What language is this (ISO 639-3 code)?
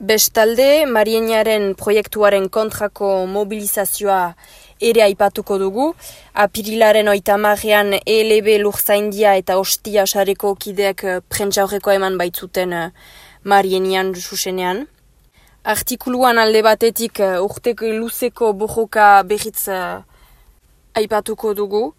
eus